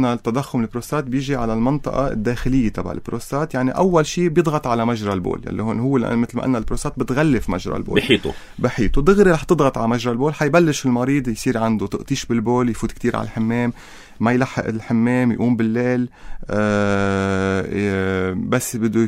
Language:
North Levantine Arabic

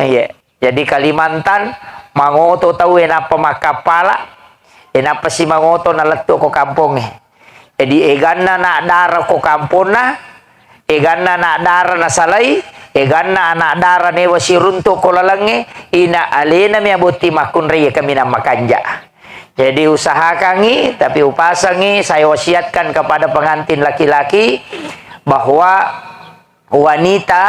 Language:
Buginese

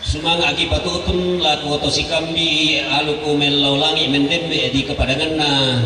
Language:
Toraja-Sa'dan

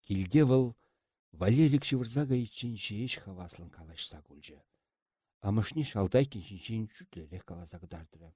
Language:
Chuvash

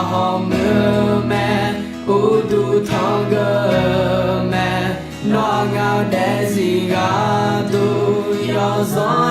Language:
Akha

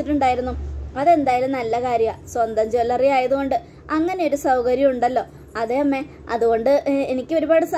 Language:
Malayalam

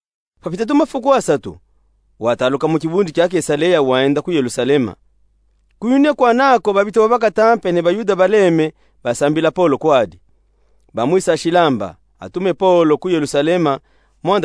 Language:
Luba-Katanga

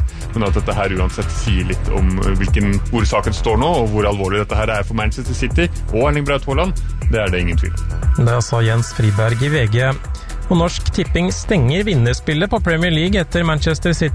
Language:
Norwegian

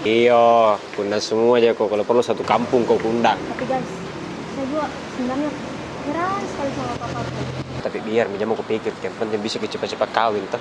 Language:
Makassar Malay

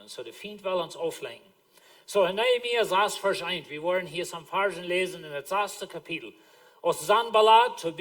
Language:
Plautdietsch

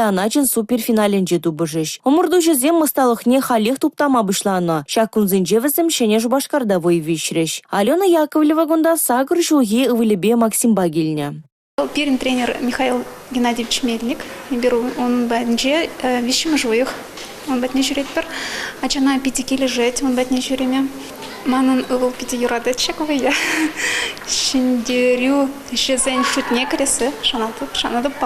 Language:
Chuvash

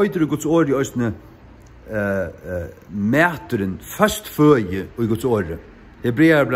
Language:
Faroese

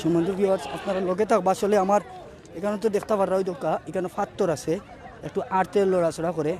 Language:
Sylheti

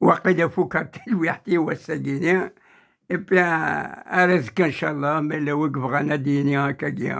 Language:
Kabyle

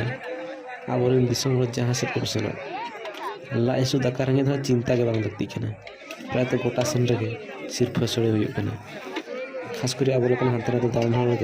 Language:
Santali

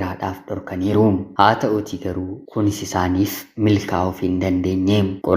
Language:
Oromo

